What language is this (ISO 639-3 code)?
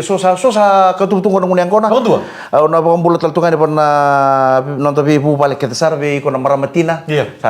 fij